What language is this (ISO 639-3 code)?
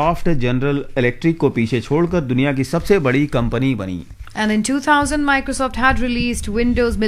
hin